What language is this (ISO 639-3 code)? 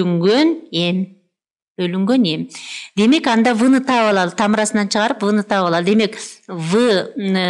kir